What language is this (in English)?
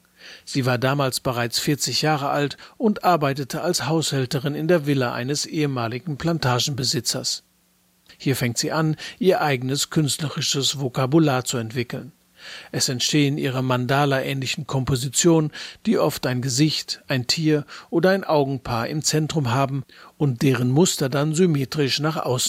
German